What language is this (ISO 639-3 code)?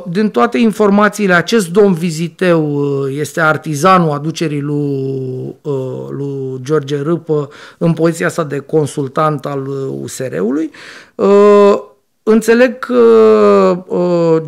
ron